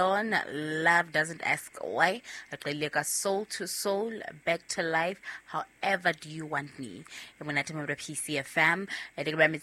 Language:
Southern Sotho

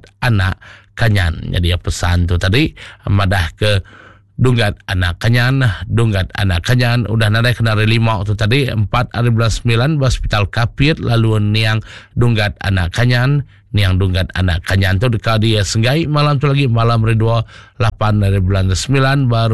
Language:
Iban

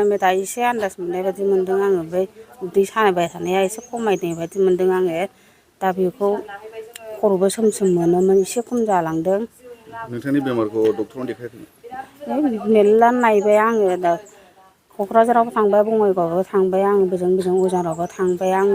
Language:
Bodo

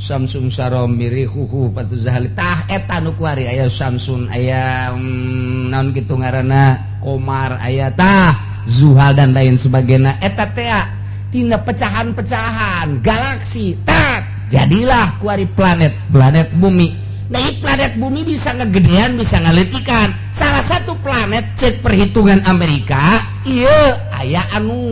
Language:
Sundanese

